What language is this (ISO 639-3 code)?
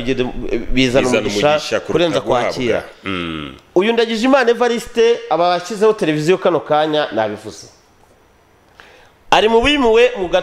kin